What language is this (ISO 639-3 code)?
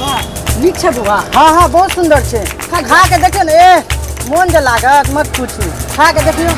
mai